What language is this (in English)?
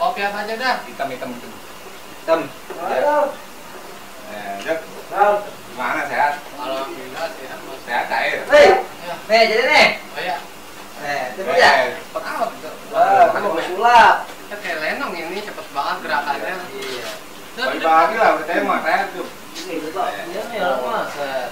Betawi